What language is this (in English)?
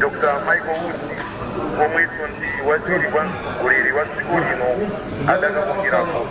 Nyanja